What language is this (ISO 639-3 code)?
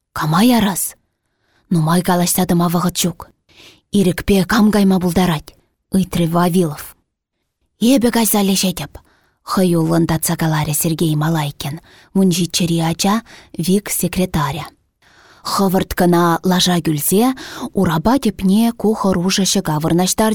chv